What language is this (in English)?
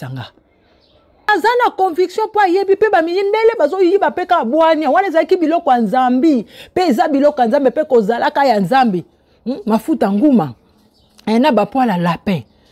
Lingala